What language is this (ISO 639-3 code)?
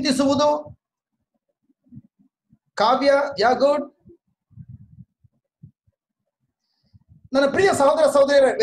kan